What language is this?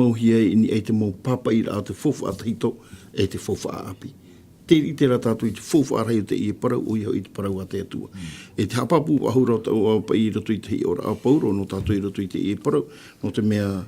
Tahitian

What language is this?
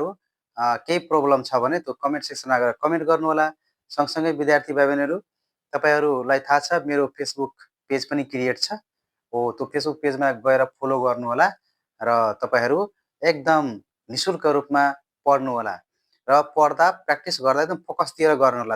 Nepali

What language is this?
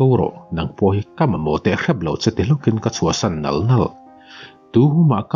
Mizo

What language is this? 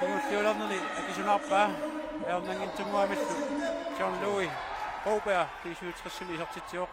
Kalaallisut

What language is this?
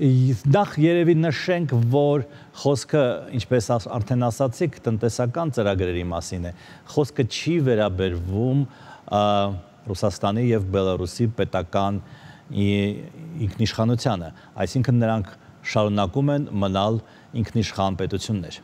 Armenian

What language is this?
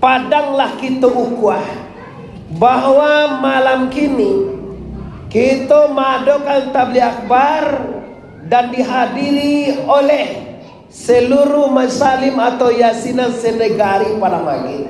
Minangkabau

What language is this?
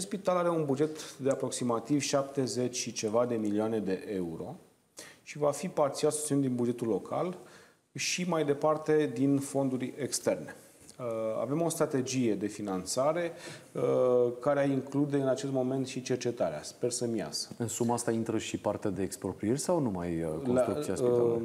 Romanian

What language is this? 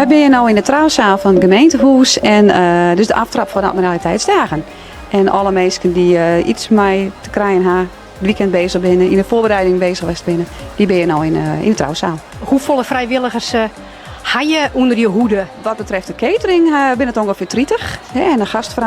Western Frisian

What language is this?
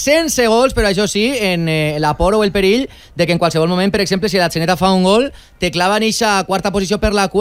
Catalan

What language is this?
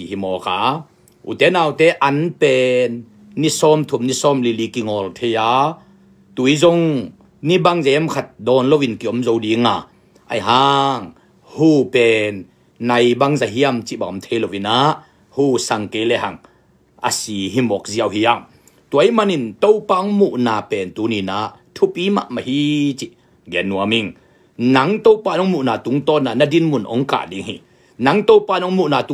Tedim Chin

